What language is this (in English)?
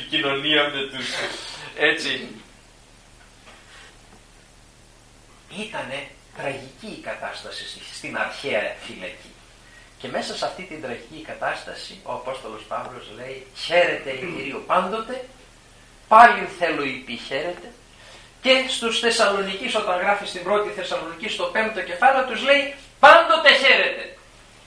Greek